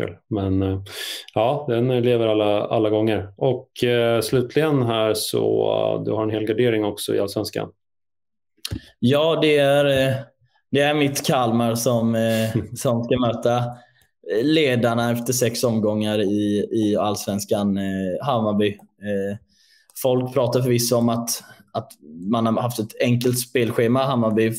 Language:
Swedish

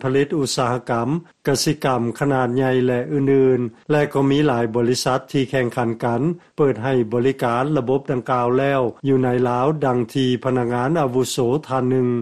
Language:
Lao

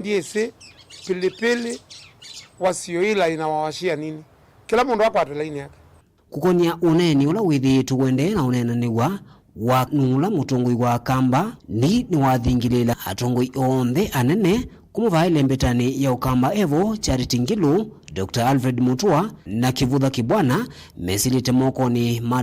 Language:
Kamba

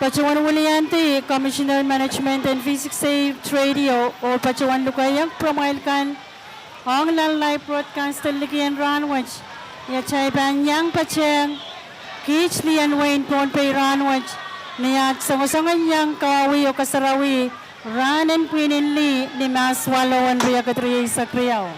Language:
Pohnpeian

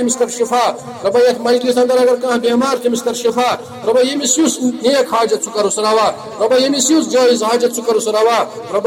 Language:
Kashmiri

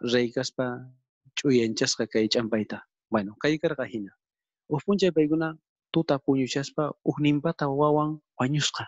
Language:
South Bolivian Quechua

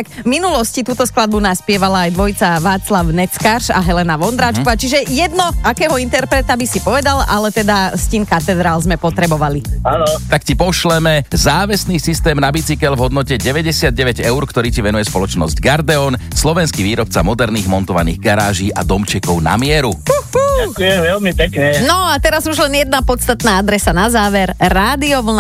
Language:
Slovak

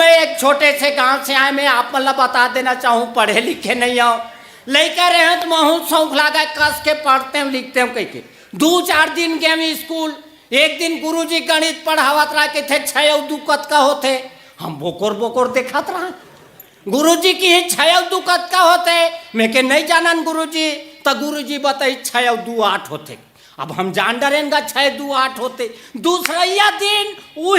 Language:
Chhattisgarhi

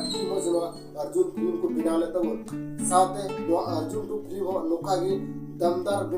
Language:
Santali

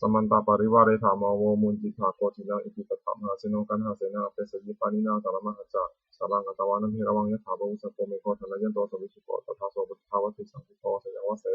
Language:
Pali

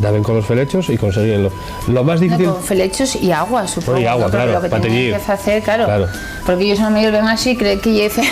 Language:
Asturian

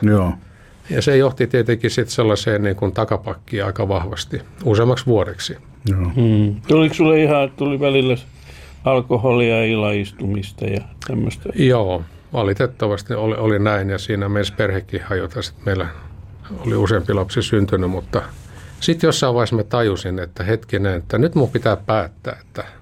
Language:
Finnish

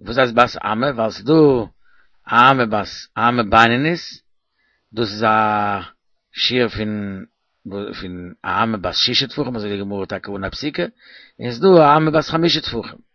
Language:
Yiddish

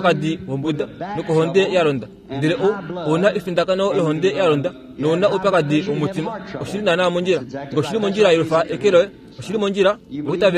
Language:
Kuanyama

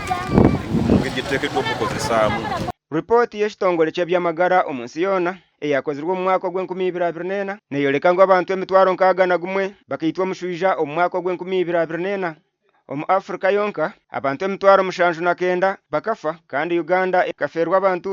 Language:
Nyankole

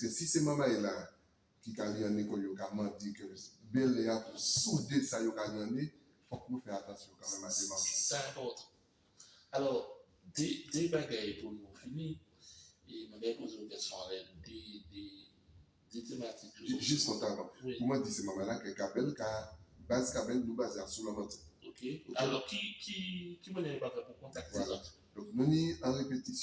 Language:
Guadeloupean Creole French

